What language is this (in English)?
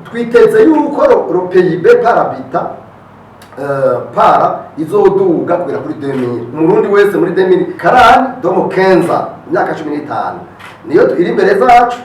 Rundi